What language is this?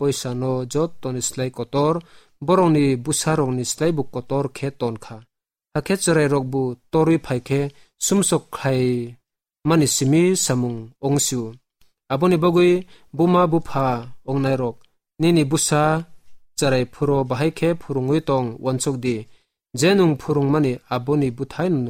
Kok Borok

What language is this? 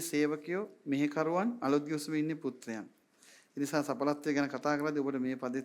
Sinhala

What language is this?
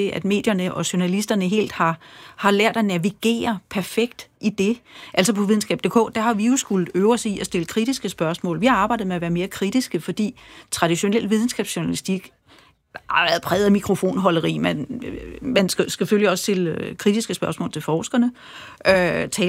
Danish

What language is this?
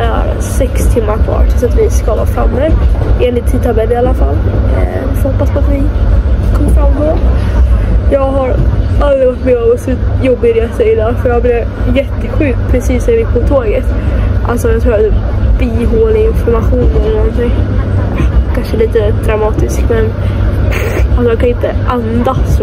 Swedish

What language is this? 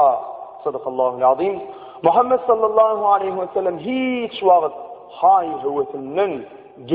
Turkmen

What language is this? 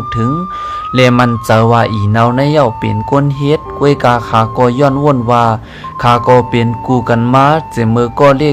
Shan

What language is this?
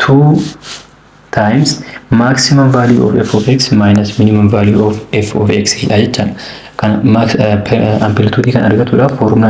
Oromo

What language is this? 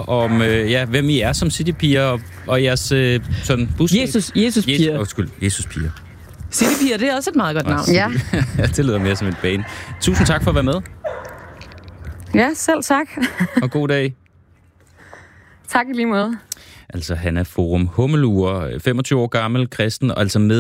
Danish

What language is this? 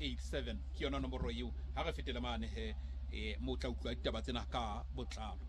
Southern Sotho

